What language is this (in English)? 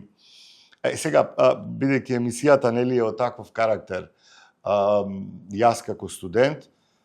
Macedonian